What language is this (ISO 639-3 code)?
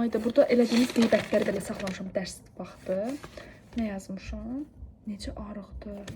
aze